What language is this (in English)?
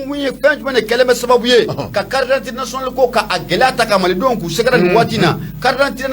Bambara